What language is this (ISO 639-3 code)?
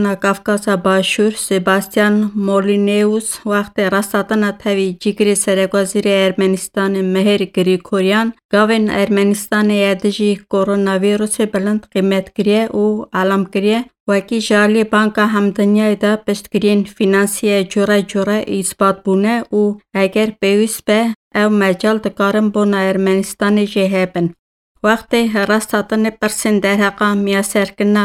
kur